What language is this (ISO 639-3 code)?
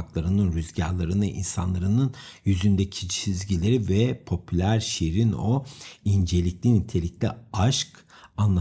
tur